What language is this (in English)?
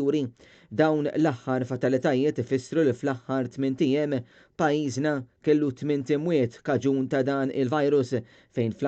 Maltese